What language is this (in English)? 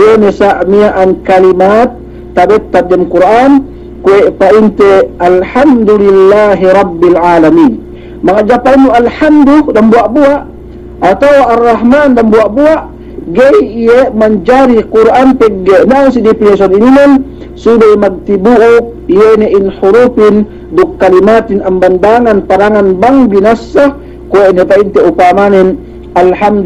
Yakan